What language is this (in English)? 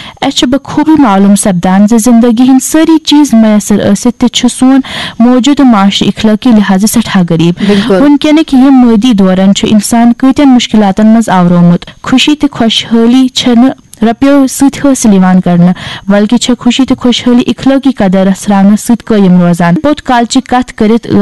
Kashmiri